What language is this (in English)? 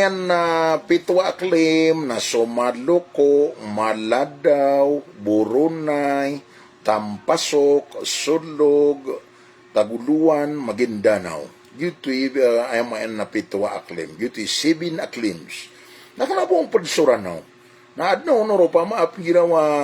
Maranao